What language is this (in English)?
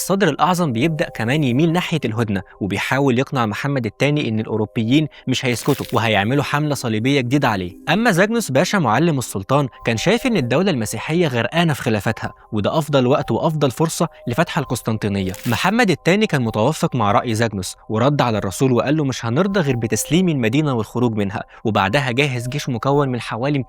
Egyptian Arabic